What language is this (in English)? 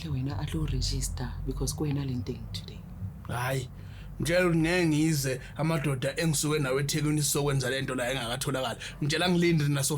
Zulu